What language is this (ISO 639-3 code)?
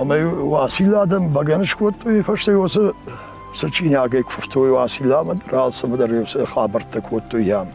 oss